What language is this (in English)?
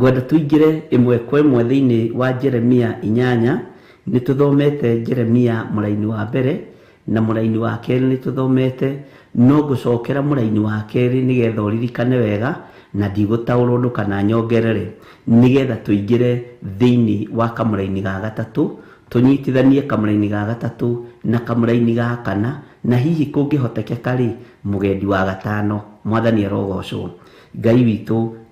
Kikuyu